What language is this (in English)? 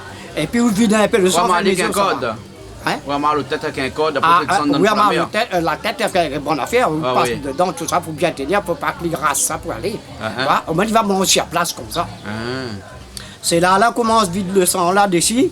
Réunion Creole French